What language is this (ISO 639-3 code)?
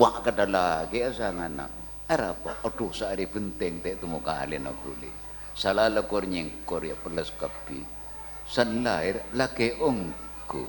mad